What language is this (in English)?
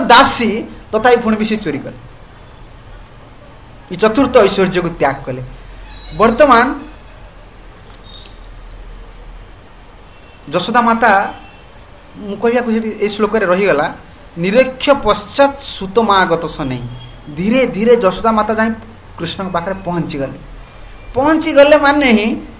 Odia